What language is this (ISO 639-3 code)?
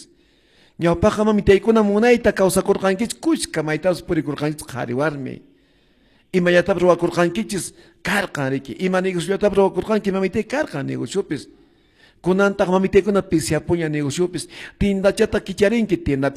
que